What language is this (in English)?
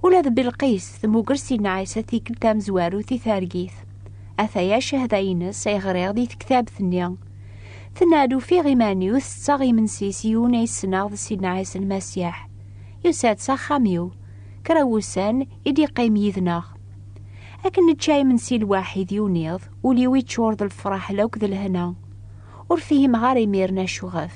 Kabyle